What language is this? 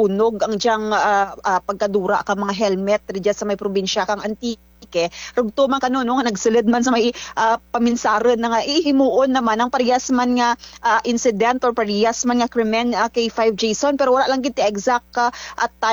Kinaray-a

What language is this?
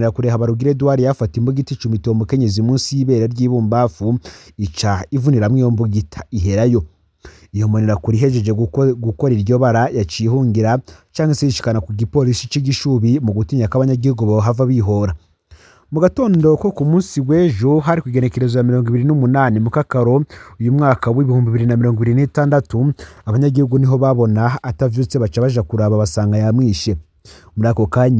Rundi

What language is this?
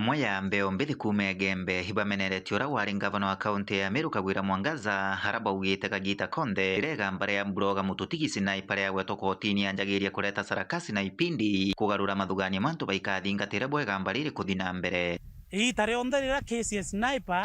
Meru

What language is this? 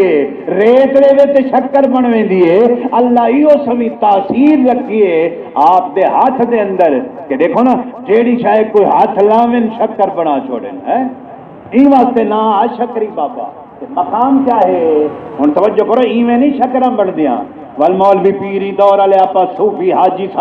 Saraiki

